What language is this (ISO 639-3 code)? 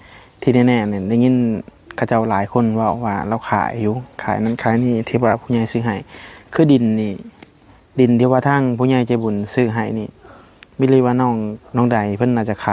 tts